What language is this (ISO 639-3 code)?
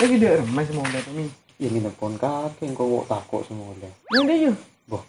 mad